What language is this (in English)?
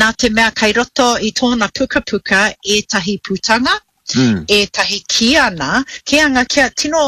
Māori